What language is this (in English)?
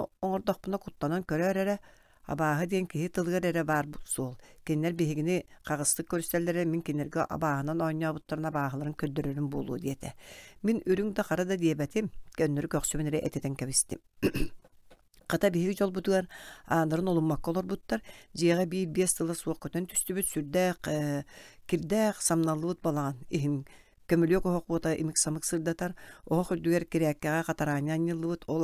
Yakut